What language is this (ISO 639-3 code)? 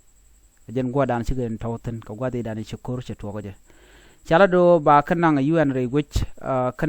nus